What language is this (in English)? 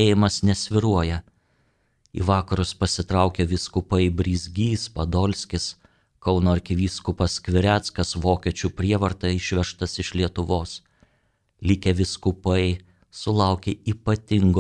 Lithuanian